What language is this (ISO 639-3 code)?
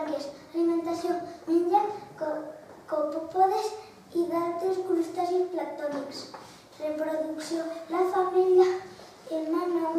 cat